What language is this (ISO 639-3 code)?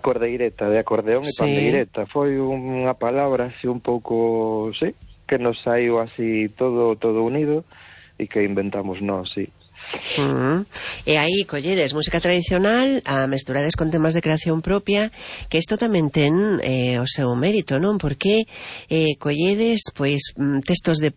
glg